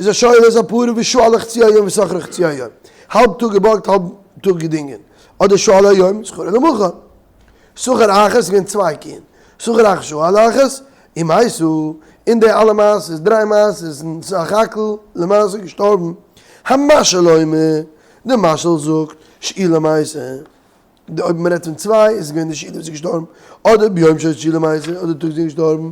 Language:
Yiddish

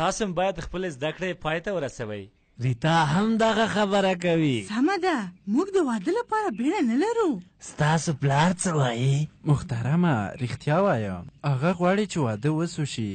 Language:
Pashto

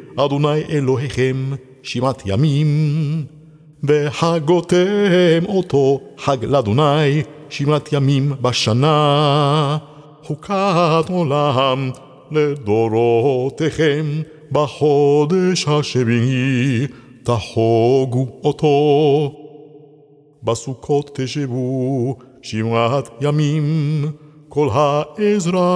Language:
Hebrew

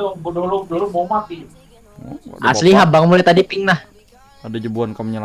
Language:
Banjar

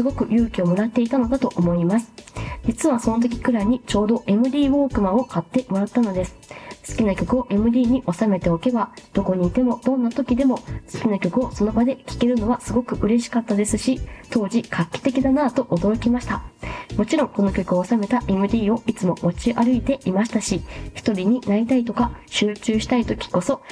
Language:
Japanese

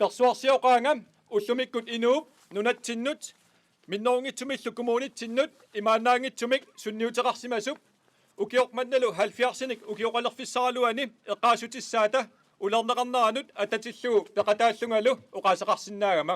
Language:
Kalaallisut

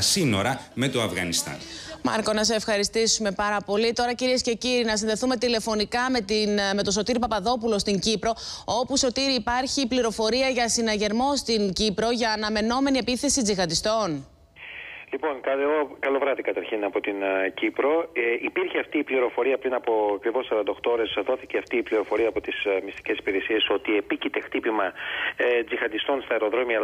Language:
Greek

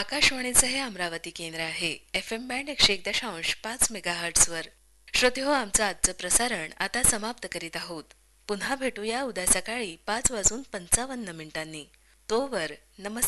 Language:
Marathi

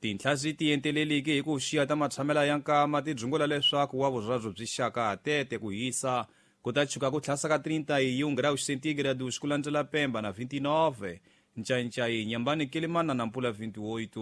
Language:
Tsonga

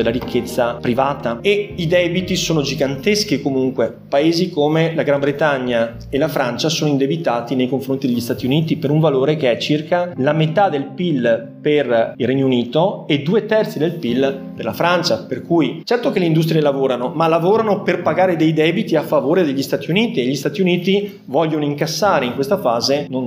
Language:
Italian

